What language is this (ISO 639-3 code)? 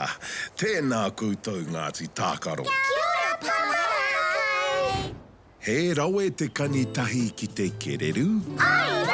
mri